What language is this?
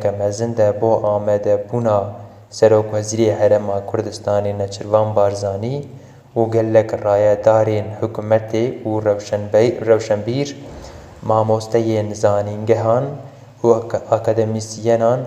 Kurdish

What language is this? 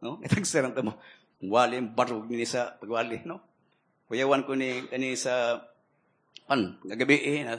Cebuano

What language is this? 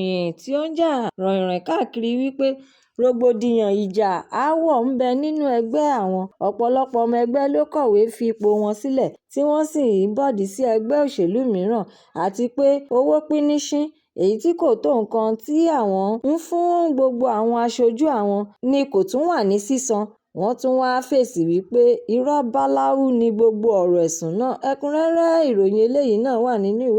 Yoruba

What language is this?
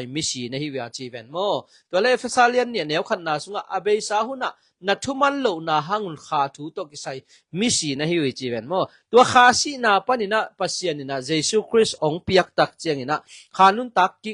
Tedim Chin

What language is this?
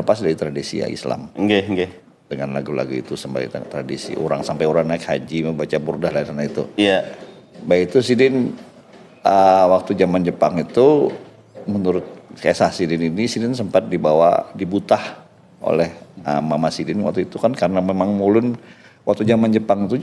Banjar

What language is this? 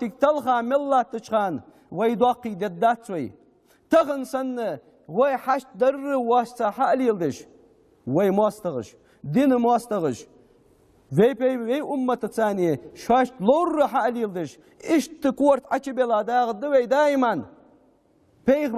Ingush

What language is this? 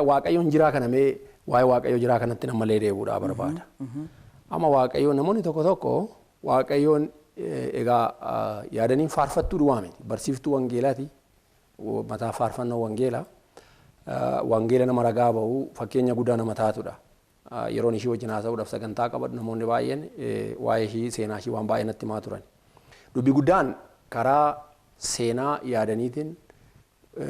Oromo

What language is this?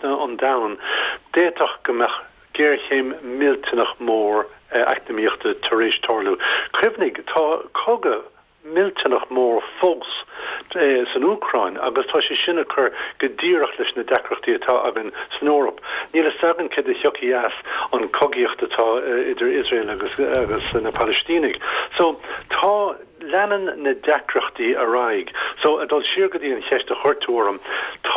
Irish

